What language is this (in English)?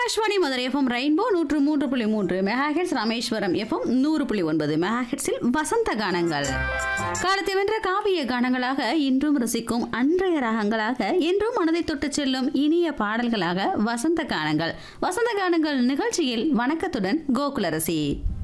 Tamil